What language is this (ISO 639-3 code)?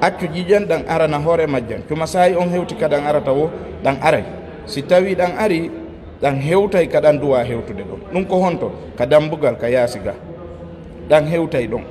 ful